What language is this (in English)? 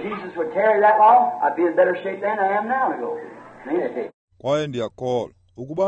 Xhosa